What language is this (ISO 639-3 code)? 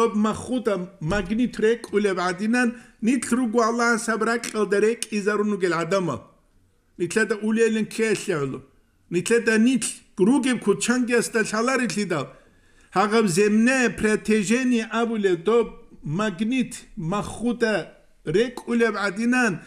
ava